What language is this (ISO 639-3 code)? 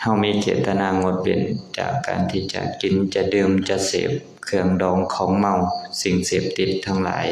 lao